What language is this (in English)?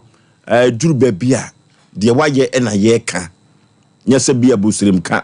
Akan